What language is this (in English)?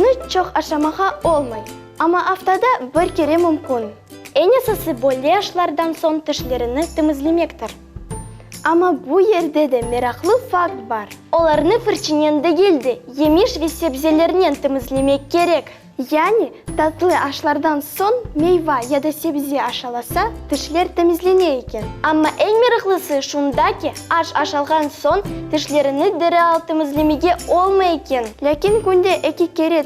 Crimean Tatar